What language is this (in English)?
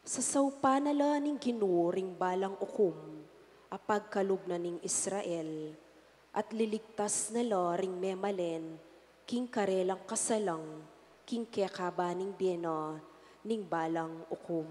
Pampanga